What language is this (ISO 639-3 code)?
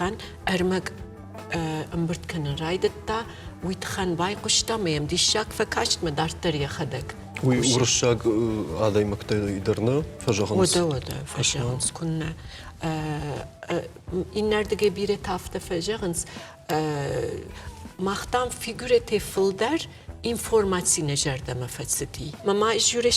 oss